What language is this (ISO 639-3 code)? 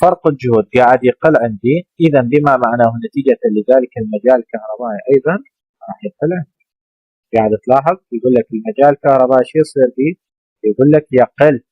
acm